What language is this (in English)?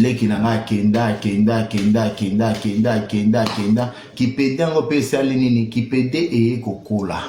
Lingala